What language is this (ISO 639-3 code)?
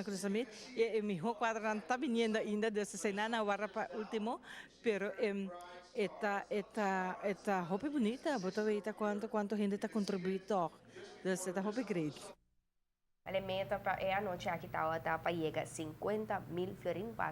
pap